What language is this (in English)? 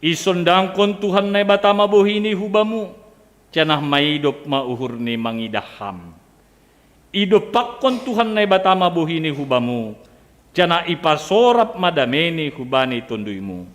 Batak Simalungun